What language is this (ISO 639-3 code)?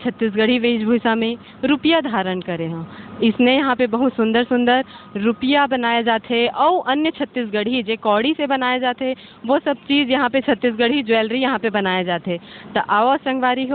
hne